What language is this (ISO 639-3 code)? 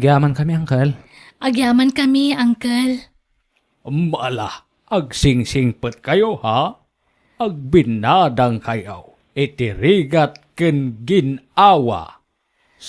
ilo